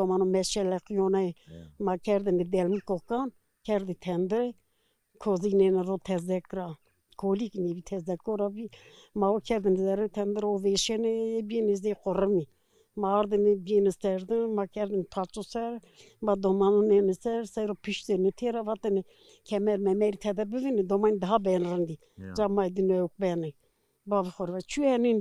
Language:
Zaza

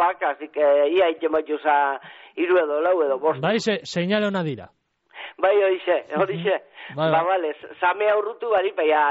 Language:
Basque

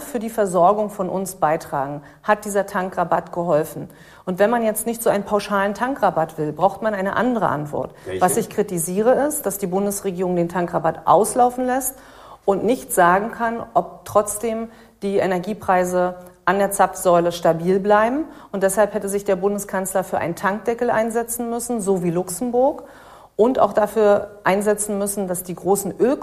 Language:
German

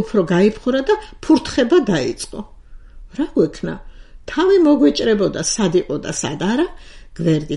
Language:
Georgian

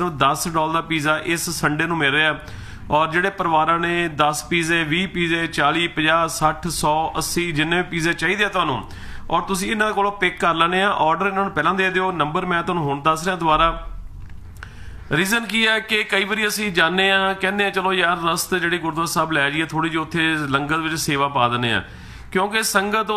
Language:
Punjabi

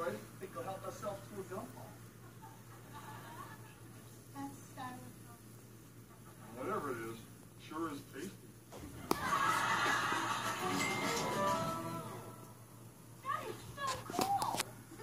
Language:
English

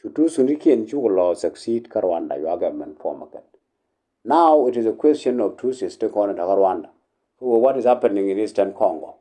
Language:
Nuer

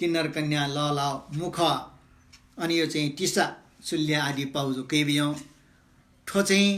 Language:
Newari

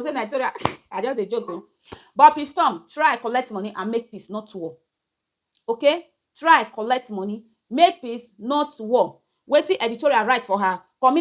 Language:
Nigerian Pidgin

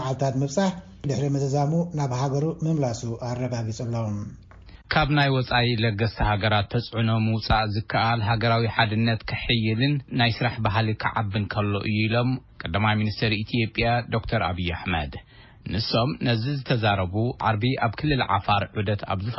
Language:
Tigrinya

